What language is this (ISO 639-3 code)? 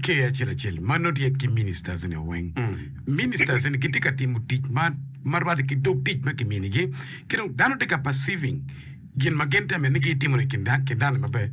ach